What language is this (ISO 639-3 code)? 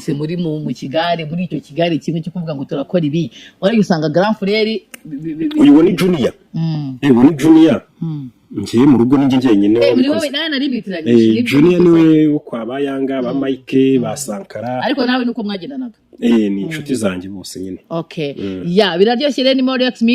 kin